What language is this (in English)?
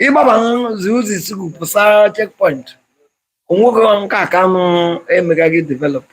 Igbo